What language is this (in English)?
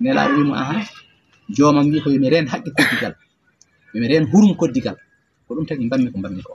Fula